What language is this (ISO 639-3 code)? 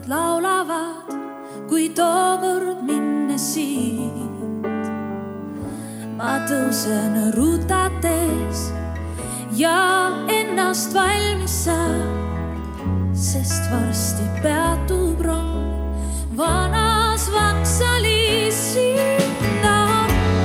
est